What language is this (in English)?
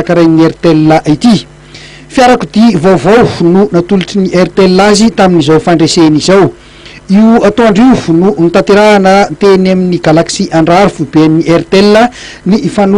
Malagasy